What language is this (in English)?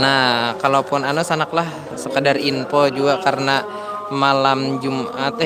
Banjar